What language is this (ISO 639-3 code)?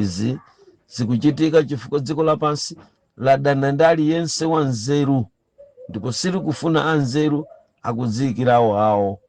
nya